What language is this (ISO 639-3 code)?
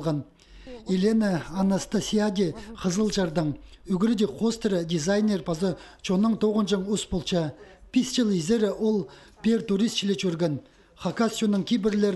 kjh